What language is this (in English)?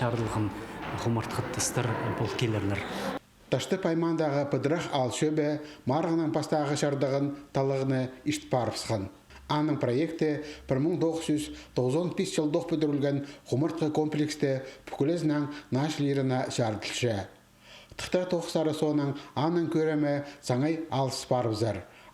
Khakas